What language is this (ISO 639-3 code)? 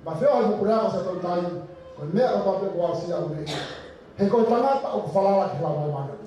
ton